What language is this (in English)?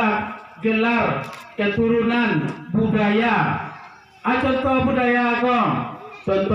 Minangkabau